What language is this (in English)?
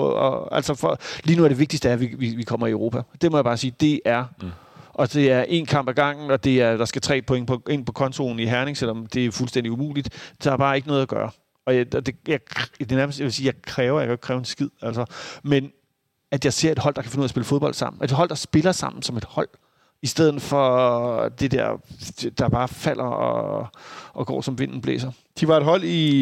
Danish